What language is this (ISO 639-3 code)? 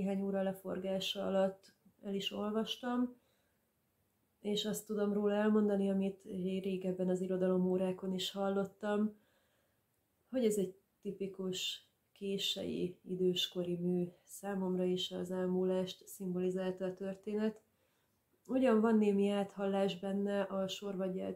hun